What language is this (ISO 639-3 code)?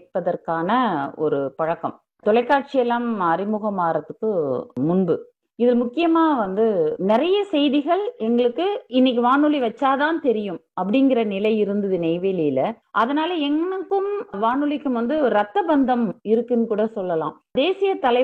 tam